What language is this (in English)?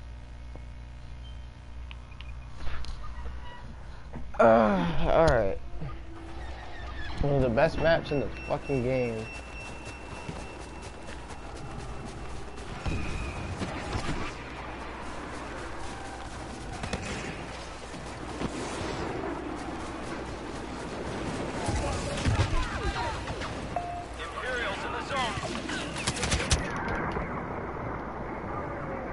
English